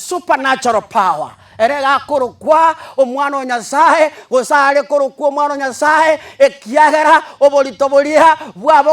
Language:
Gusii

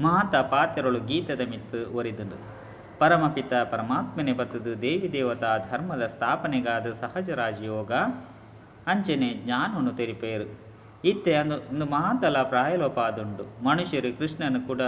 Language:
Tulu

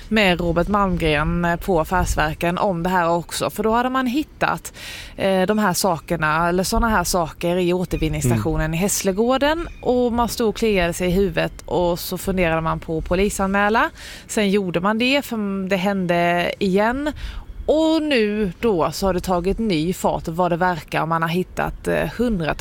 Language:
Swedish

